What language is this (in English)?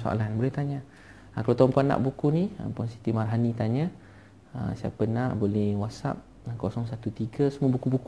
Malay